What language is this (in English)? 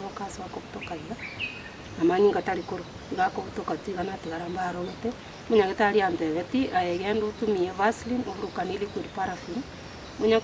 Gusii